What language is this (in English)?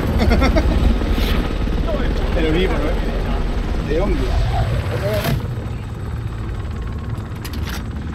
Estonian